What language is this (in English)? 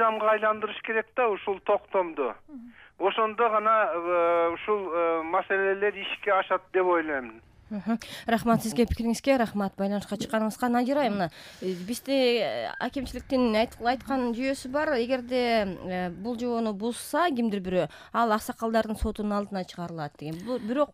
Kyrgyz